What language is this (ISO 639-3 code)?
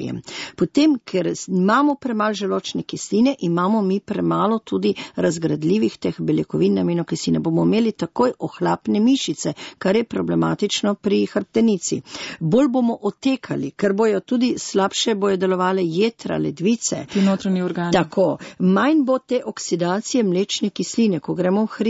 slv